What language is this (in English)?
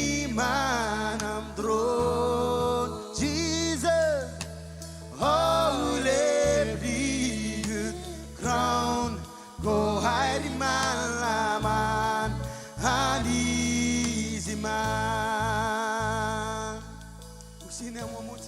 Marshallese